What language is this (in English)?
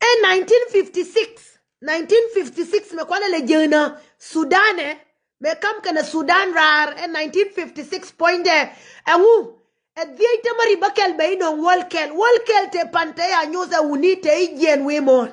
Nuer